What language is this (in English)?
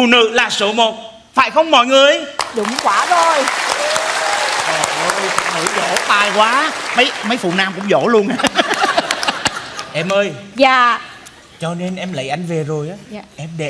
Vietnamese